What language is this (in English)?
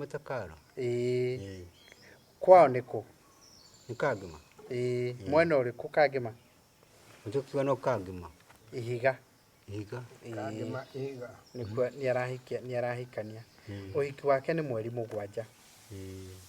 Kikuyu